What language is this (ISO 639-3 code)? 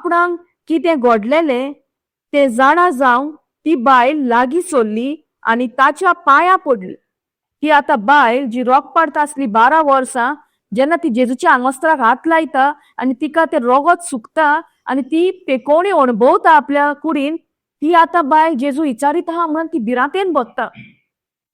kok